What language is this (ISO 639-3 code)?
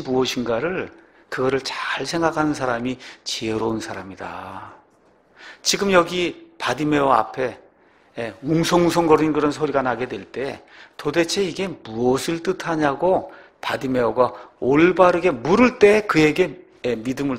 kor